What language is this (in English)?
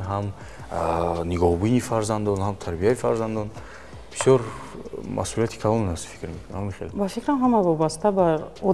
Tajik